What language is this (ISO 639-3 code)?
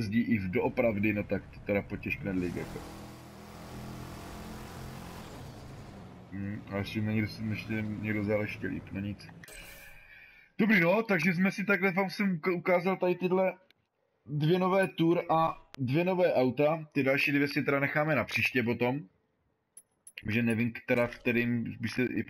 ces